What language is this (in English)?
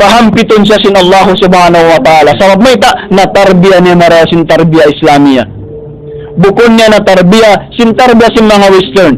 Tausug